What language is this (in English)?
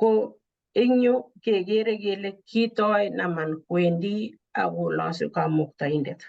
Kalenjin